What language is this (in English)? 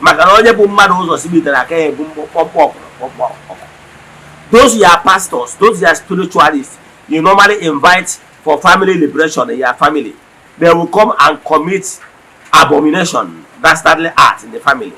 Igbo